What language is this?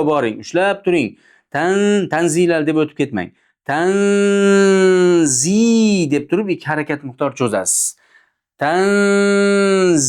Uzbek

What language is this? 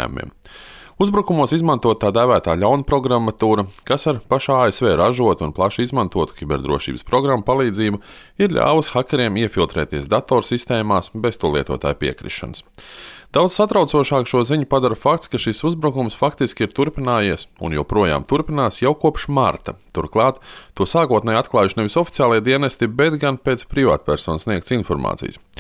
Latvian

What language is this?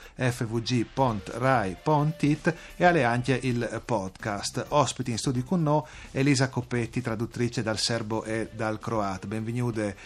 Friulian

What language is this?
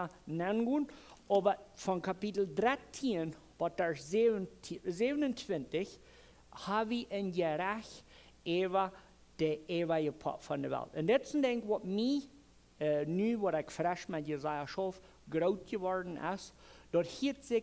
Plautdietsch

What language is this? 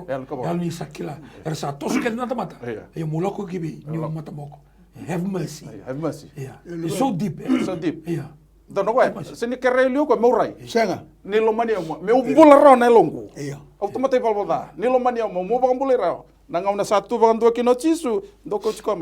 Fijian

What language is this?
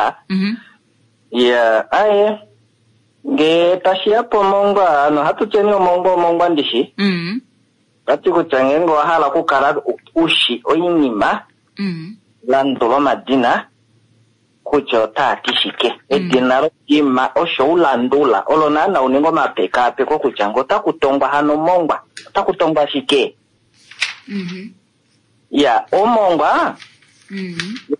Kuanyama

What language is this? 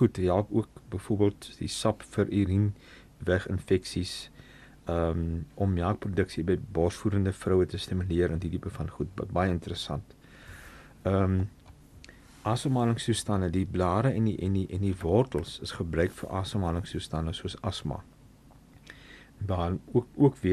Afrikaans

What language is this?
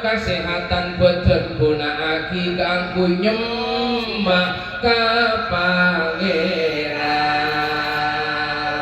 Madurese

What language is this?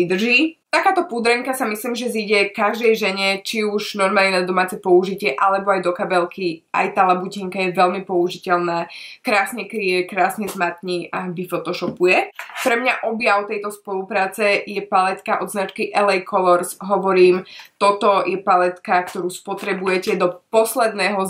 Slovak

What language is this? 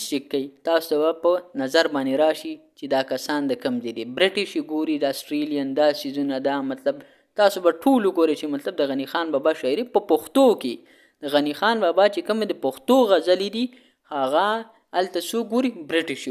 Pashto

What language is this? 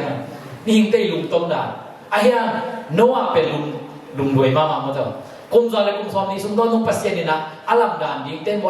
Tedim Chin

